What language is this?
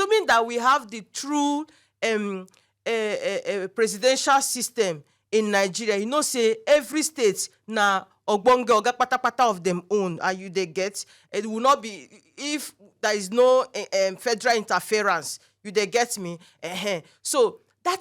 Nigerian Pidgin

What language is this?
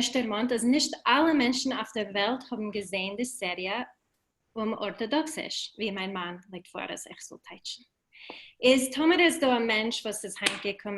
Yiddish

